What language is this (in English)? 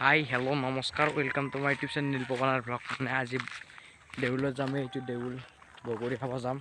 Assamese